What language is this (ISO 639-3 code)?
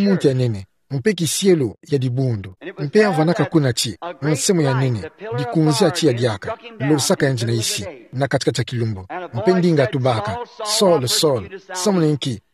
ktu